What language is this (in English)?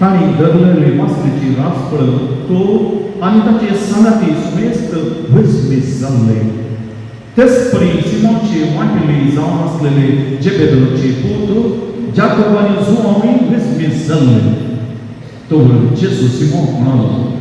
Konkani